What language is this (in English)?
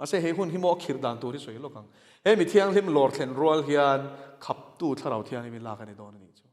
Mizo